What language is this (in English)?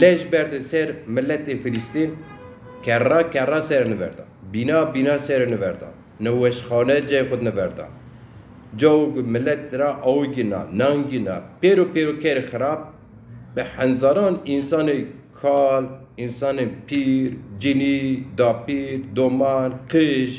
Zaza